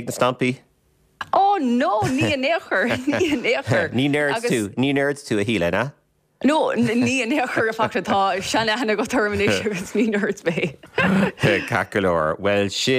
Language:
Irish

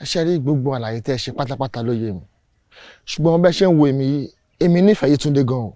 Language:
Yoruba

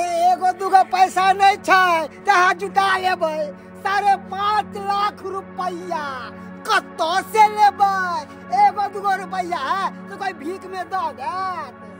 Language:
Maithili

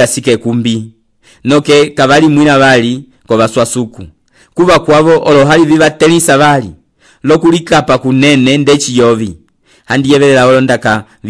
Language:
Umbundu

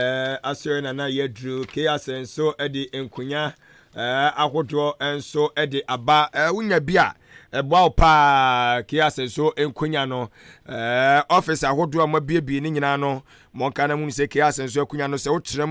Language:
Akan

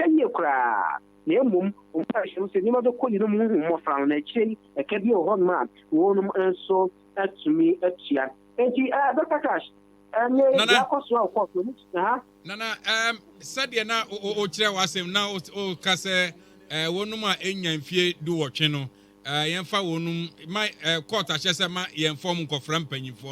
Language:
Akan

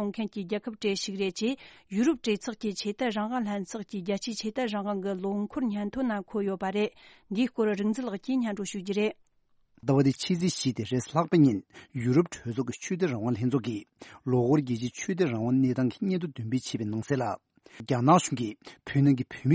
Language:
Tibetan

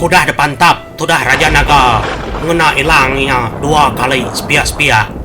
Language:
Iban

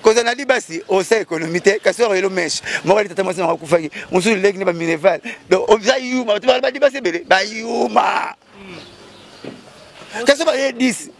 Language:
Lingala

